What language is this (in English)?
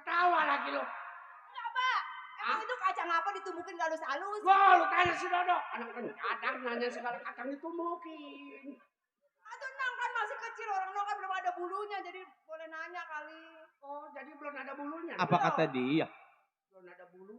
Betawi